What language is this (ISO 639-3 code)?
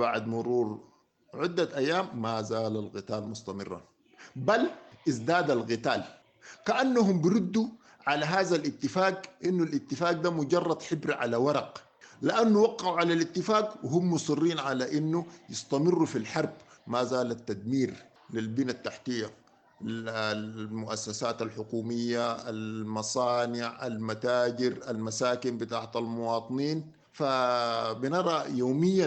apd